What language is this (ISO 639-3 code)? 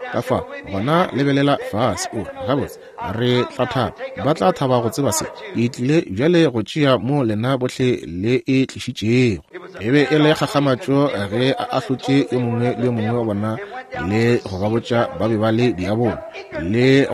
nso